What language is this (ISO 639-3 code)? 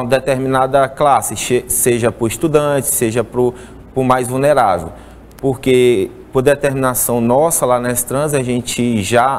por